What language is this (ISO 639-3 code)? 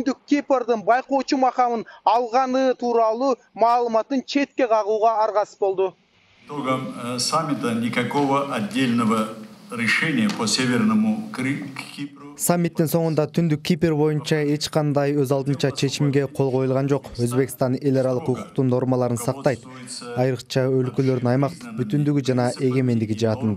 kir